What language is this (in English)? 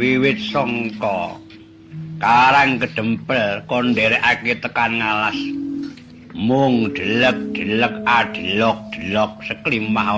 Javanese